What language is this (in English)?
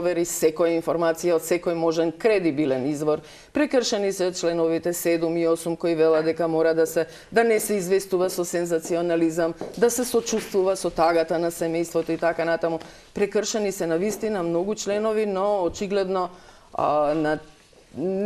Macedonian